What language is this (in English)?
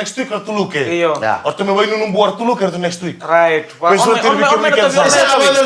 Fijian